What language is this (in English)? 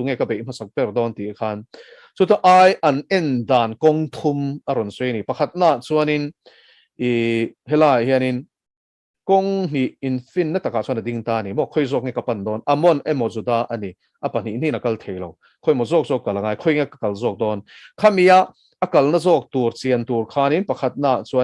Mizo